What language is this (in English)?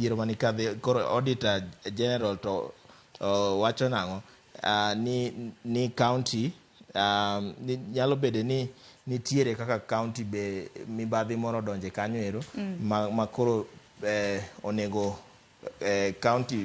Luo (Kenya and Tanzania)